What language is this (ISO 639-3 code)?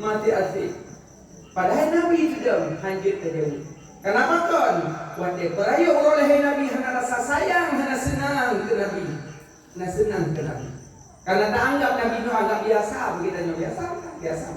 ace